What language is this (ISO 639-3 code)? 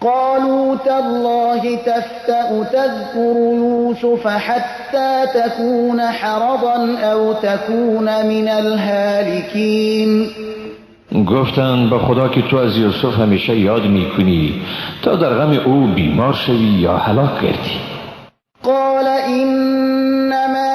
tgk